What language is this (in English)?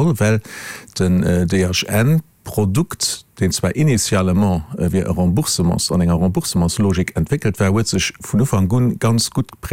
Luxembourgish